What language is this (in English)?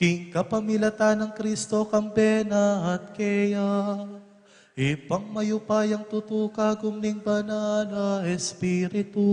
Pampanga